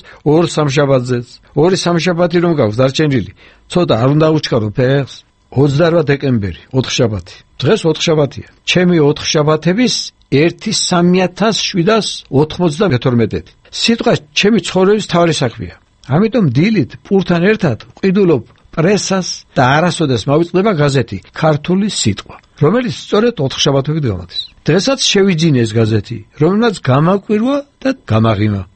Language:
Georgian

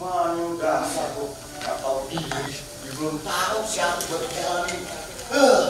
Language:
Betawi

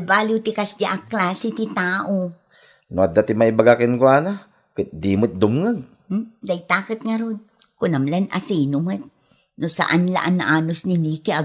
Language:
Iloko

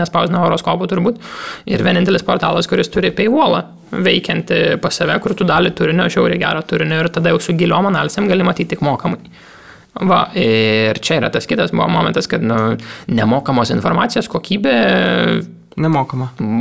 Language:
Lithuanian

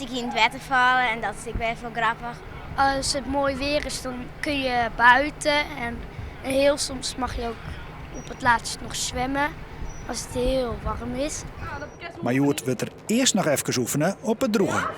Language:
Western Frisian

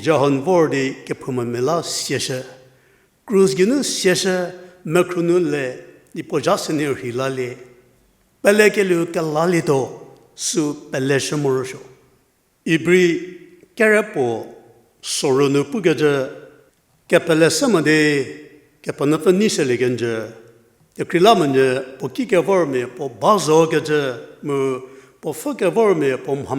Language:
Angami Naga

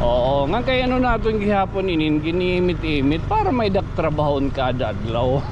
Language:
Waray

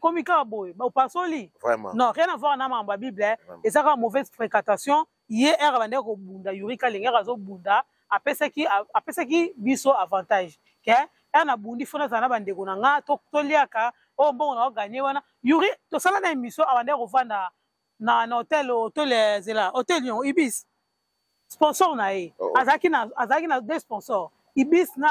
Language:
Lingala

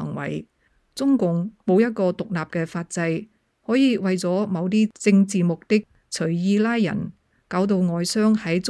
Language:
Cantonese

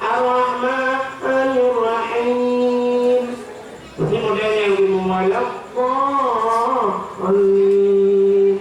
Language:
Achinese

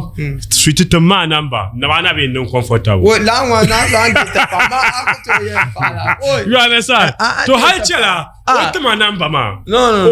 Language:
Dagbani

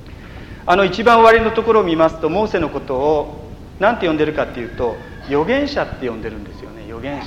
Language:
Japanese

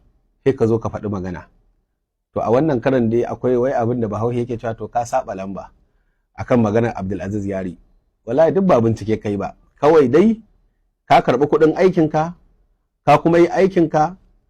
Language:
Hausa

